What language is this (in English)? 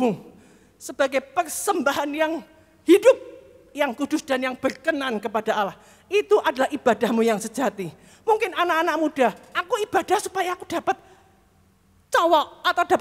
Indonesian